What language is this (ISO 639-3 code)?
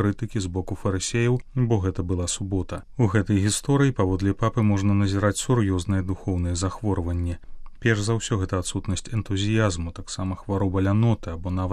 bel